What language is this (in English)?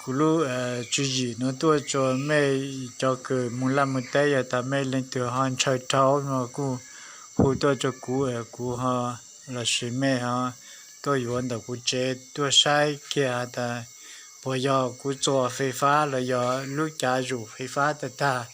Hmong